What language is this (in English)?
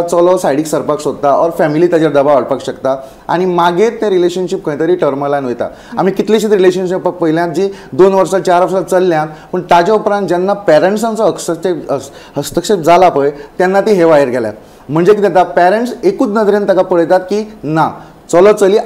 Konkani